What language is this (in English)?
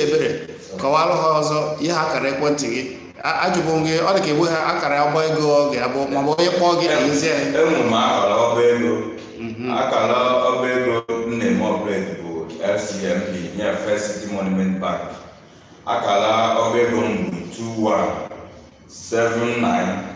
Igbo